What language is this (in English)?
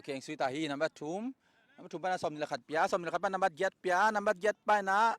Tedim Chin